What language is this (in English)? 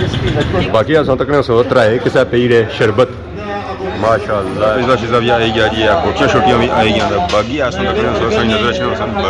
Pahari-Potwari